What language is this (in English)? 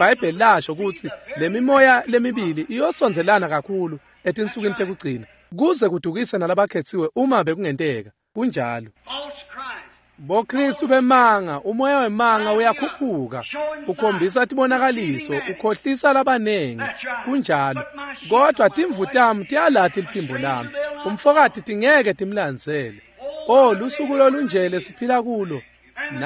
Swati